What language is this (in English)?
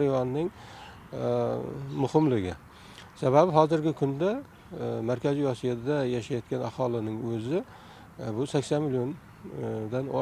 Uzbek